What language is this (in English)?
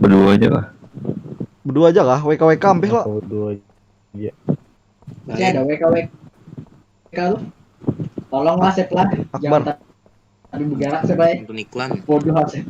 Banjar